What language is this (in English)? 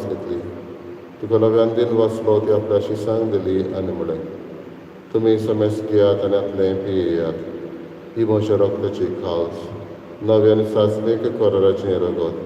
Konkani